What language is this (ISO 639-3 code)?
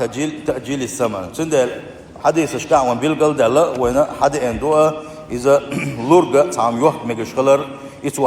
che